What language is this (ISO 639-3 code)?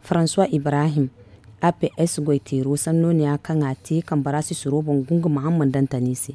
dje